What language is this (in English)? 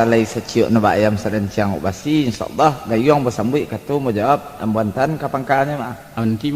Minangkabau